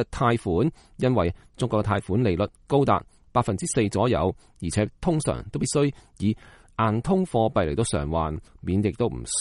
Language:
Cantonese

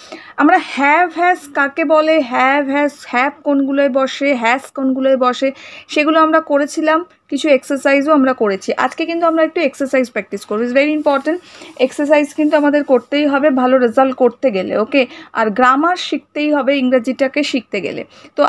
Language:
Bangla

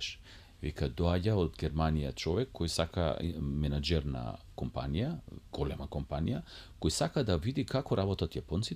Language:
Macedonian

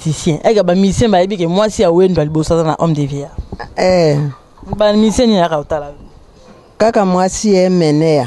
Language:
Lingala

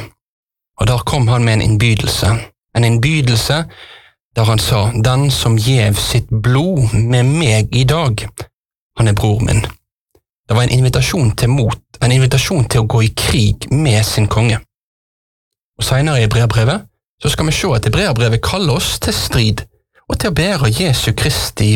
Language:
Norwegian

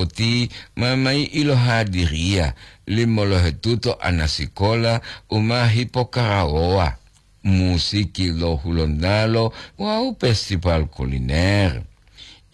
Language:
Gorontalo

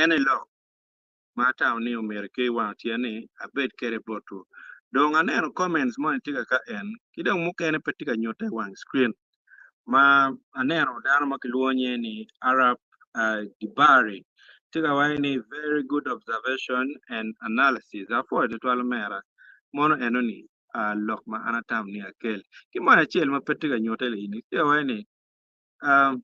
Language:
Acoli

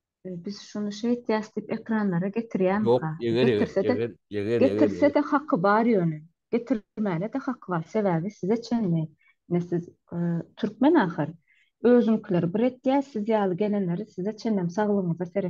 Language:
Turkmen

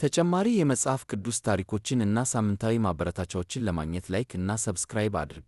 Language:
Amharic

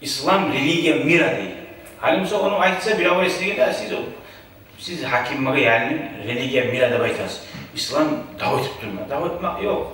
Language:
Kumyk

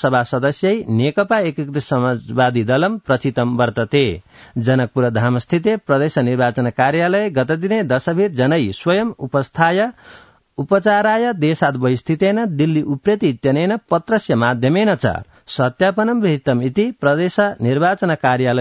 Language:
Sanskrit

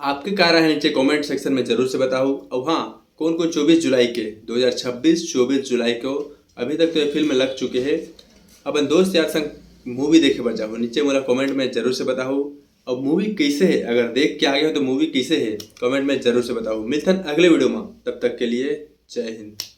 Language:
Chhattisgarhi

